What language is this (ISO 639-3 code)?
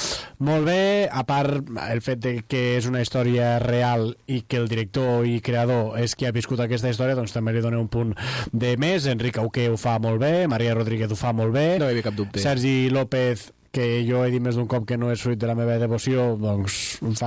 cat